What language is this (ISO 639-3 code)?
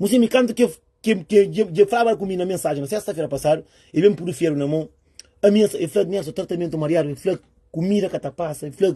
kea